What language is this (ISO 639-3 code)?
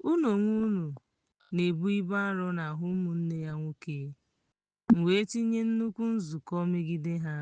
ibo